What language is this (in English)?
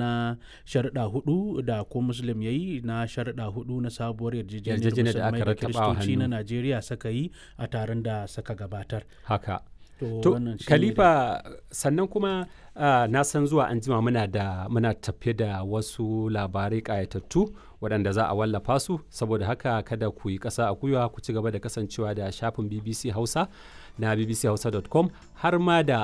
Hausa